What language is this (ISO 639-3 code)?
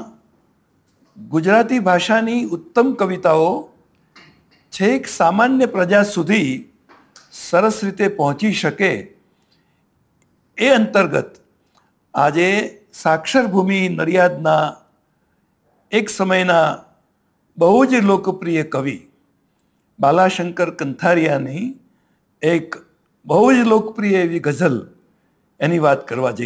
guj